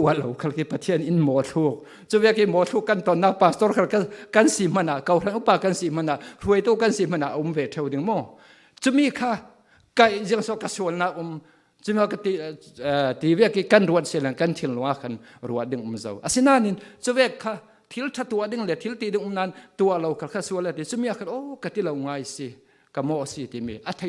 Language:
Falam Chin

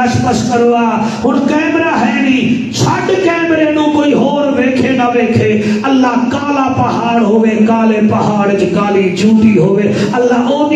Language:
Saraiki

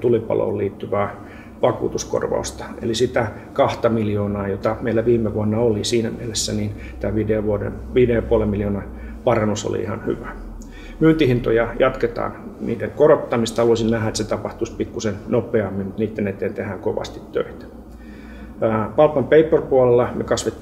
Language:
Finnish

